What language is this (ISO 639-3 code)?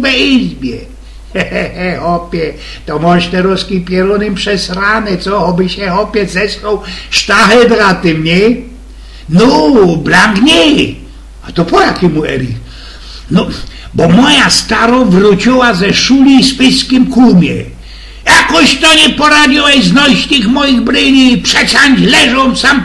szl